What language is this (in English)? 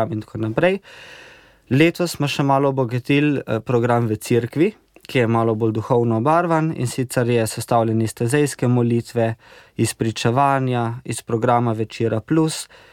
Slovenian